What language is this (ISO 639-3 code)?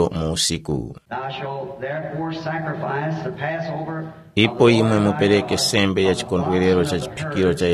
tum